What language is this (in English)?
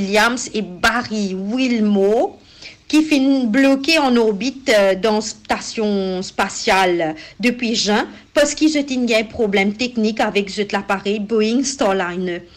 Morisyen